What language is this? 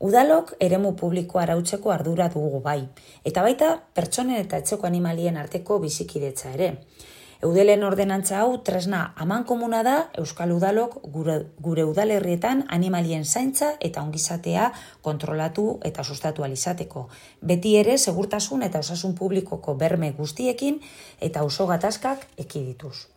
Basque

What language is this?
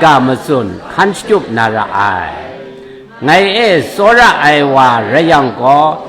Kachin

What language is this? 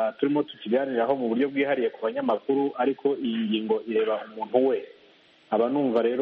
Kinyarwanda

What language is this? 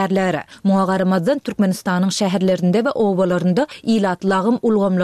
Turkmen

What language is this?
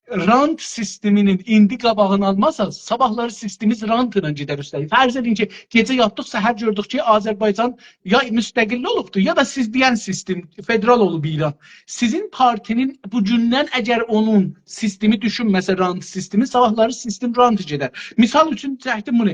South Azerbaijani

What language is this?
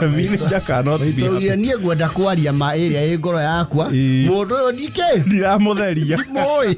Kikuyu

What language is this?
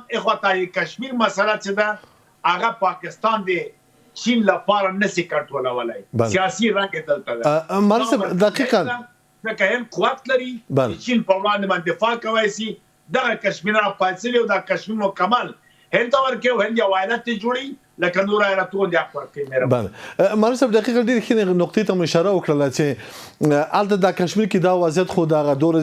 Pashto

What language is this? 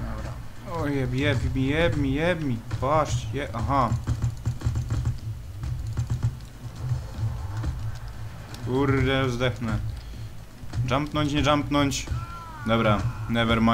Polish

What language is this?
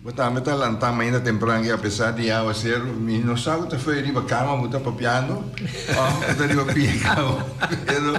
Papiamento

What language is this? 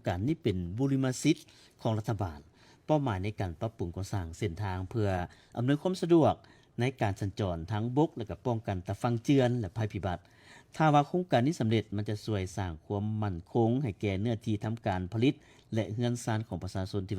Lao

